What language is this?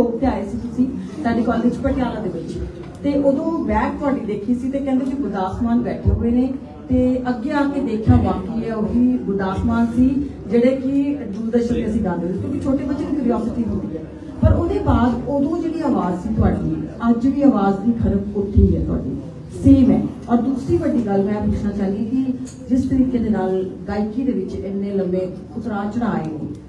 Punjabi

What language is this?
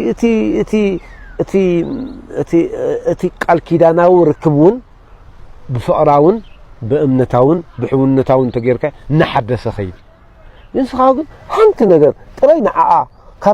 Tigrinya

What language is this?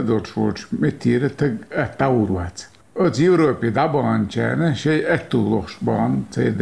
Chechen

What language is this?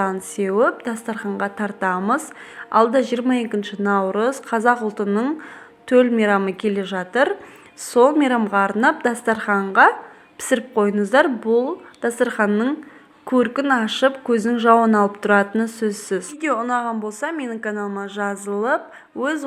Kazakh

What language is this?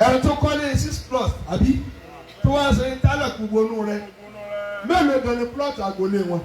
Yoruba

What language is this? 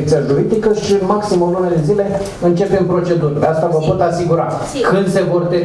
Romanian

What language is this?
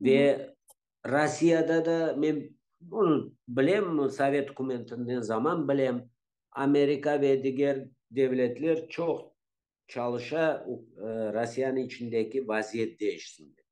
Crimean Tatar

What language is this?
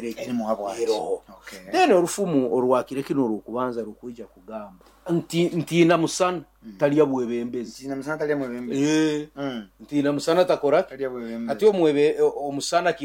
Nyoro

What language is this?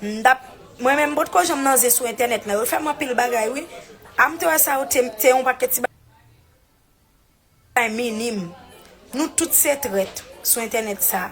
Haitian Creole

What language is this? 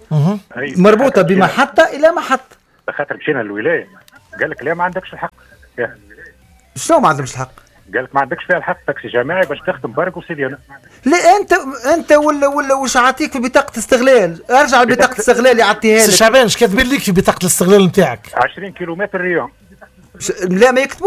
Tunisian Arabic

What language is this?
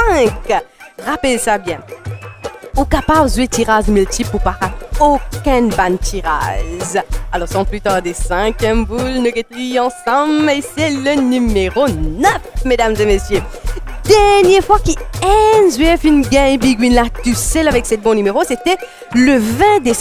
Morisyen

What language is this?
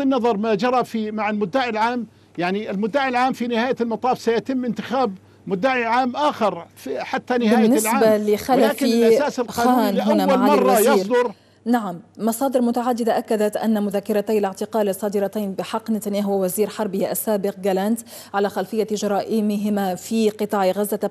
Arabic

